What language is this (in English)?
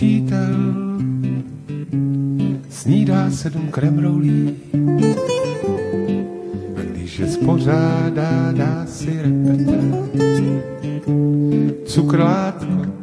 Czech